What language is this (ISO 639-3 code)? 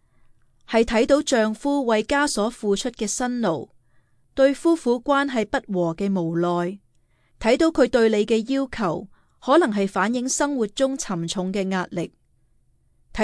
yue